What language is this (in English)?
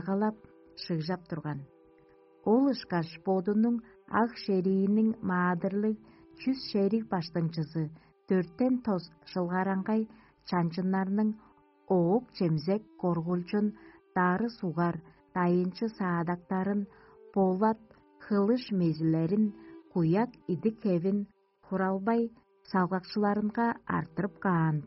Tuvinian